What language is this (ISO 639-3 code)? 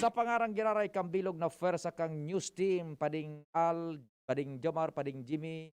bik